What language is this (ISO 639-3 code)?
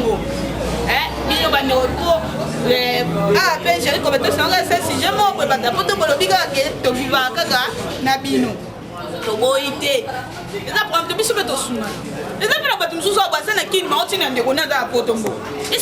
lin